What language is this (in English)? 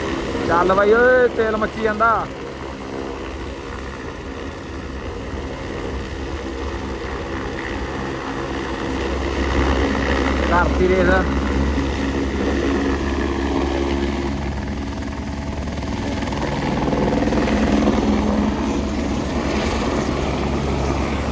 Punjabi